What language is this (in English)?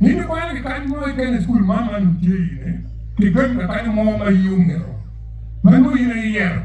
Acoli